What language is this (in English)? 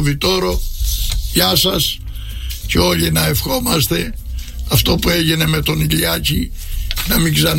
Greek